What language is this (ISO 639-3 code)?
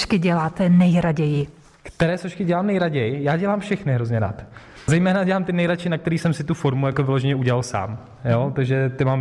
ces